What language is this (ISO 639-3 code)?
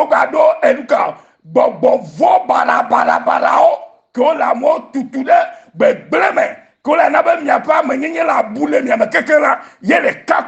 ewe